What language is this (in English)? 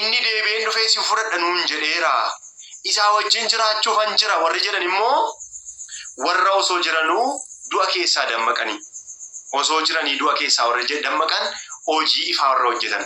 Oromo